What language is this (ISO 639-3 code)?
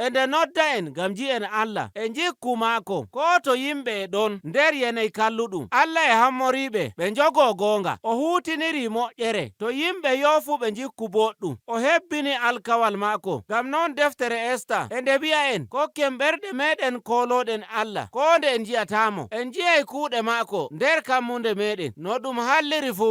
fuv